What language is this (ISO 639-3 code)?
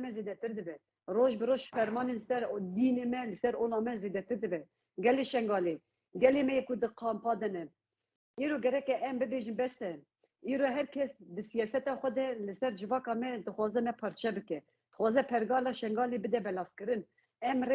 kur